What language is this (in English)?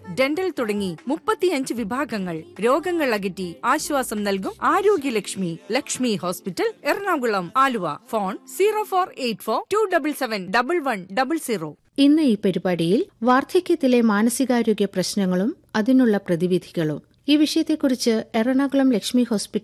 Malayalam